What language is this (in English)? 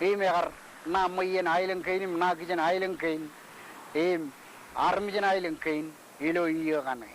Marshallese